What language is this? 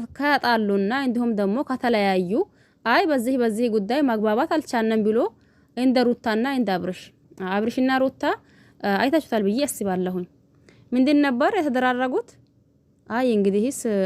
Amharic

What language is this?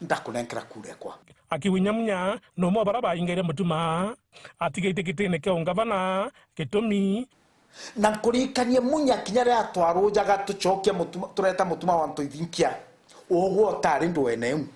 Meru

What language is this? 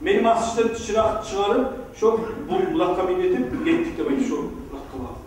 Kumyk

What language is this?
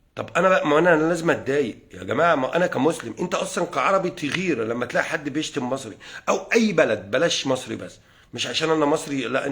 Egyptian Arabic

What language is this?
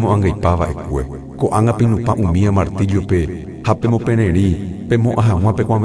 Guarani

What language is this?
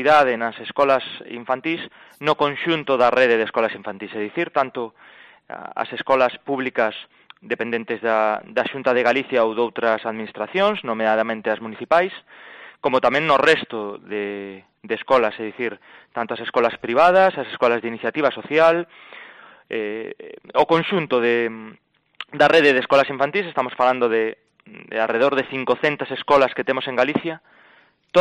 Galician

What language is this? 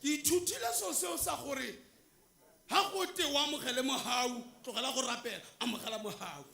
Tswana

